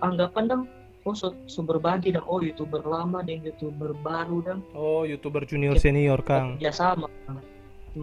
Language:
Manado Malay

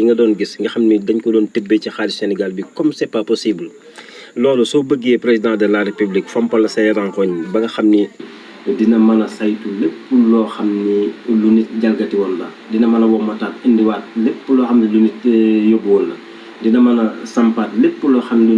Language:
Wolof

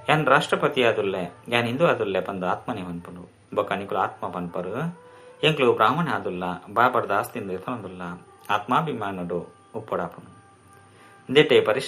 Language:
Tulu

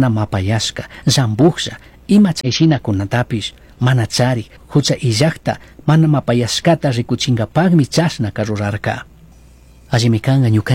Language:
Chimborazo Highland Quichua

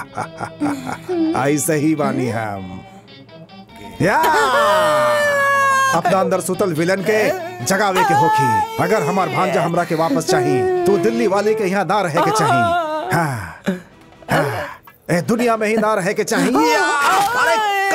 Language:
Bhojpuri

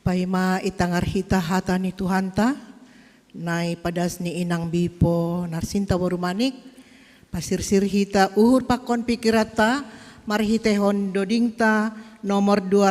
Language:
Batak Simalungun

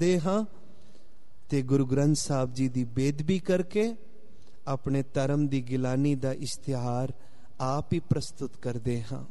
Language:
Punjabi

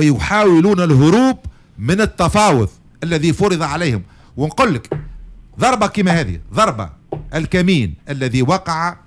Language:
Tunisian Arabic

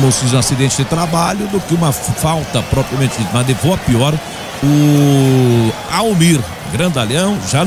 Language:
Portuguese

